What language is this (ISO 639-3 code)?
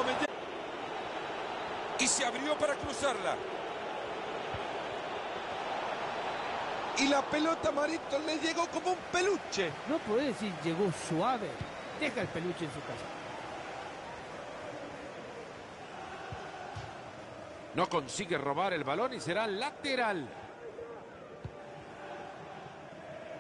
spa